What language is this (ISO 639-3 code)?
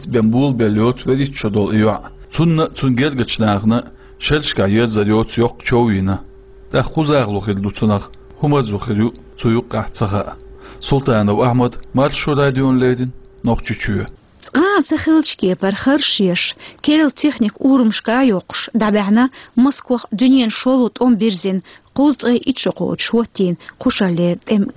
che